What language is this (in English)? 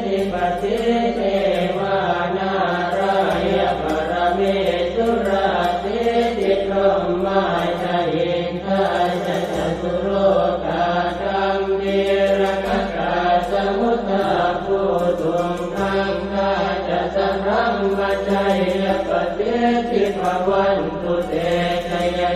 Pali